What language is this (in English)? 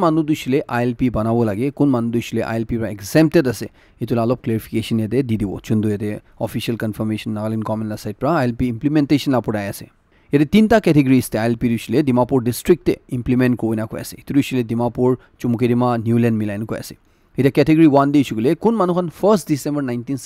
Naga Pidgin